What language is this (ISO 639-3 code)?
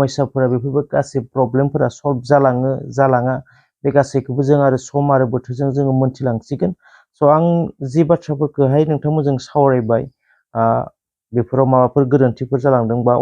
brx